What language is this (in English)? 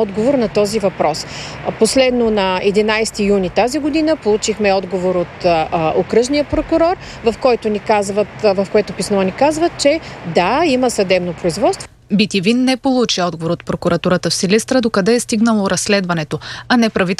Bulgarian